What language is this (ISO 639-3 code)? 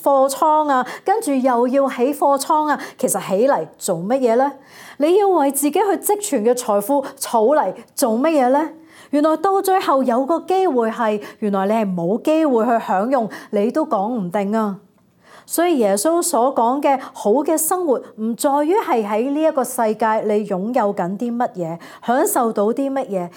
yue